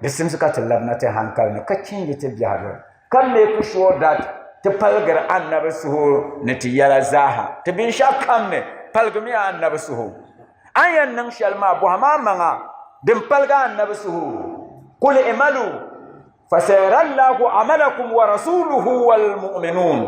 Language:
Dagbani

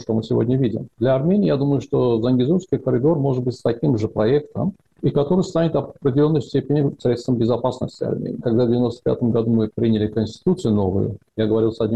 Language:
Russian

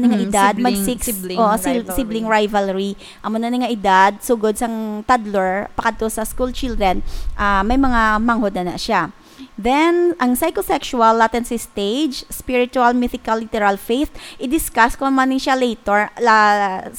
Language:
Hiligaynon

